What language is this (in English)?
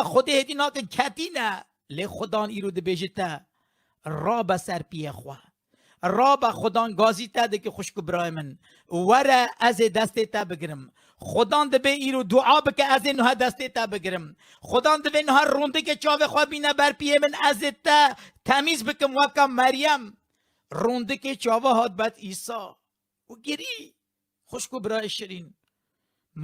Kurdish